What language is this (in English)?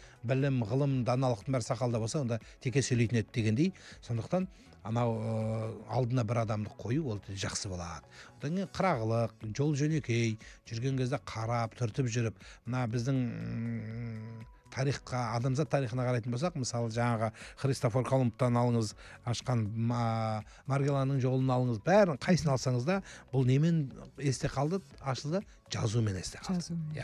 Kazakh